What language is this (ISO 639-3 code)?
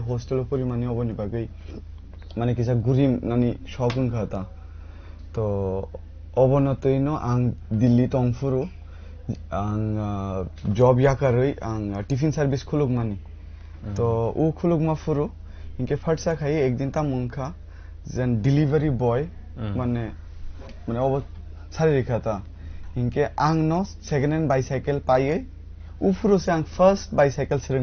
trp